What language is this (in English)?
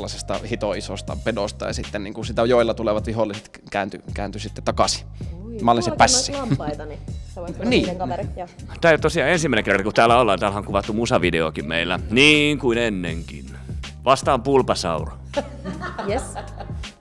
Finnish